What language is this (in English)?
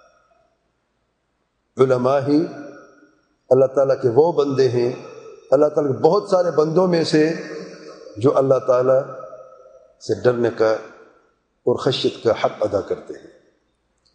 Urdu